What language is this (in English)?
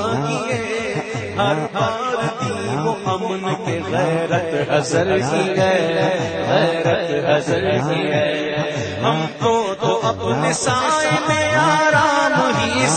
Urdu